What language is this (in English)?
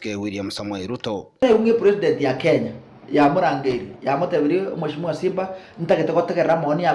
Gusii